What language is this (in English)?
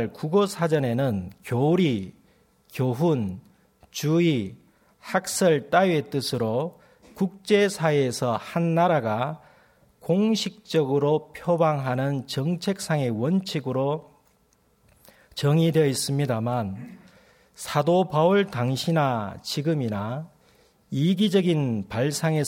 Korean